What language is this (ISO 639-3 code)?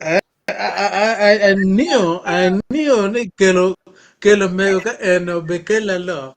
ach